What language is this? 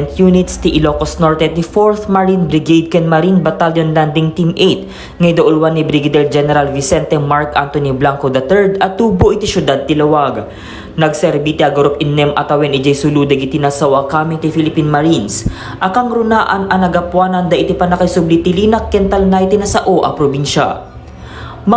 Iloko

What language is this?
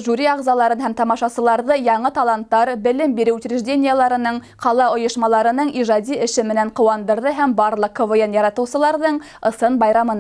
Bashkir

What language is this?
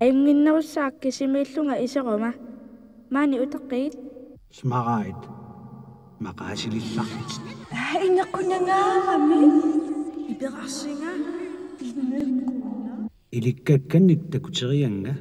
Kalaallisut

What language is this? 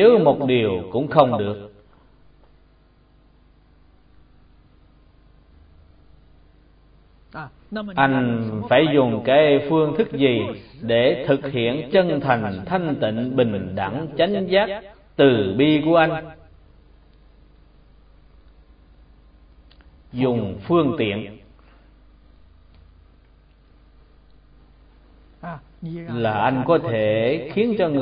Vietnamese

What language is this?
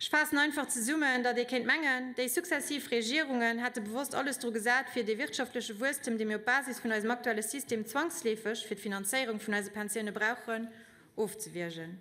Luxembourgish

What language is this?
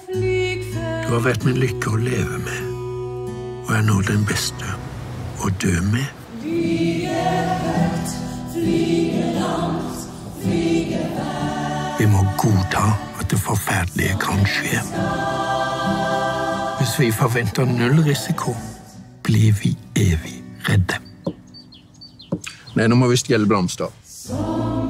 Norwegian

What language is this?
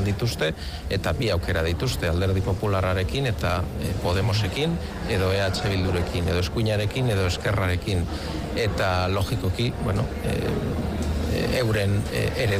Basque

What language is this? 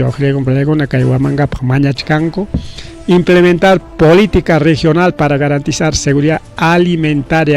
Ayacucho Quechua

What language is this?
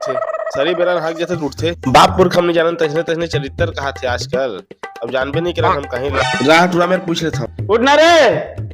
Chhattisgarhi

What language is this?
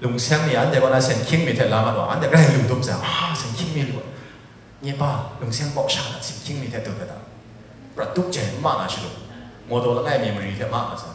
Kachin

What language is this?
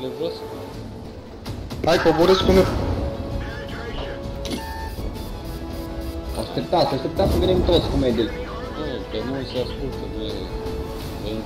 Romanian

